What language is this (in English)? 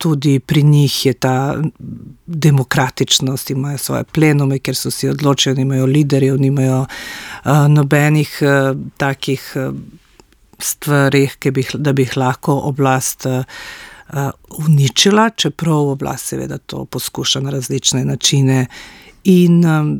Slovenian